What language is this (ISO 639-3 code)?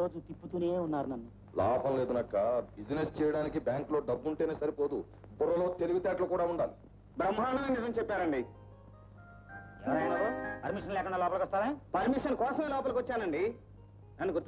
tel